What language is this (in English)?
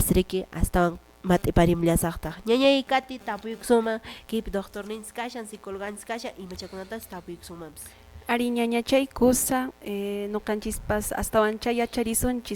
Quechua